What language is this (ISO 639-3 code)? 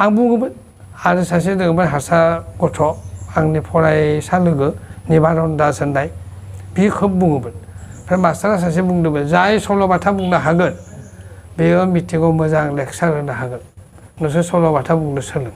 brx